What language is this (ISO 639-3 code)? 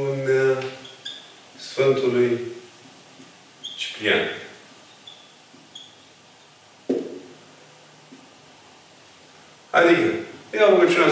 ron